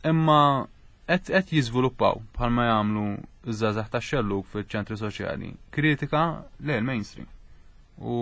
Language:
Maltese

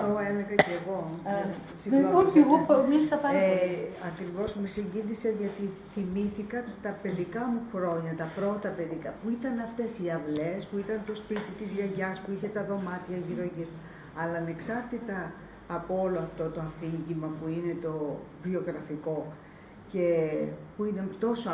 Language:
Greek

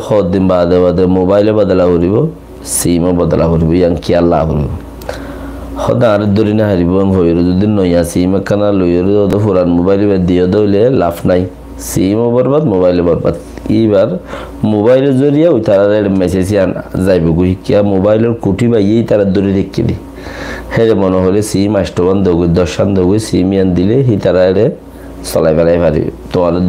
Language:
Rohingya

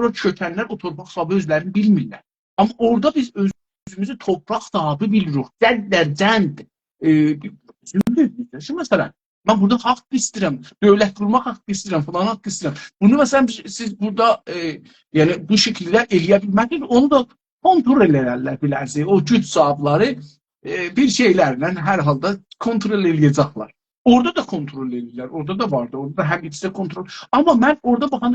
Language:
South Azerbaijani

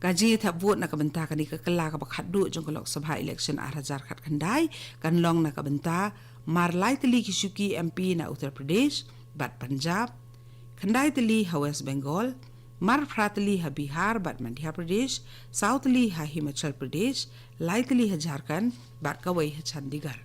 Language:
Khasi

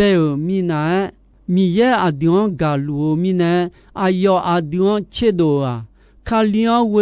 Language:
Akha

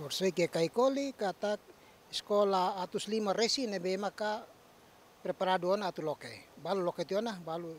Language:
Tetum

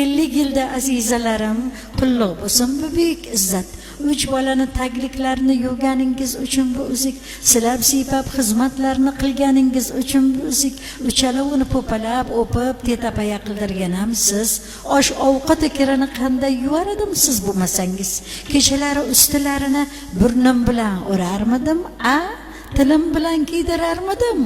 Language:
Uzbek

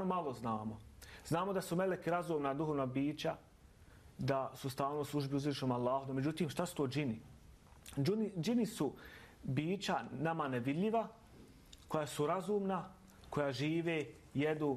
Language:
Bosnian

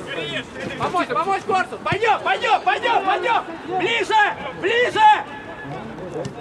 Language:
Russian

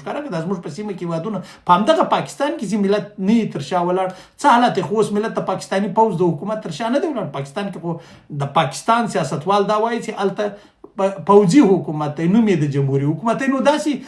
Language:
Pashto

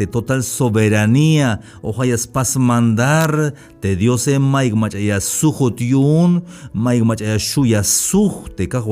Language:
Tzeltal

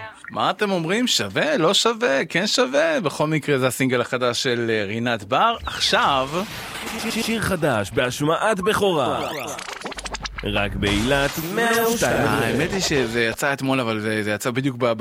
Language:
Hebrew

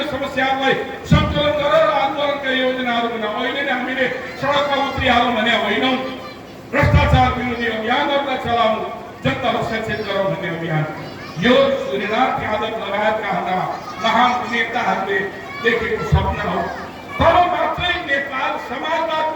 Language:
Nepali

